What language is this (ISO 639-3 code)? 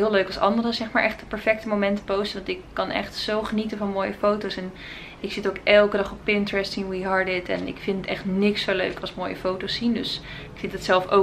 nld